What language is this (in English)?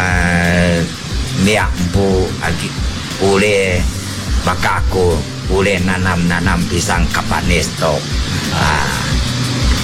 Iban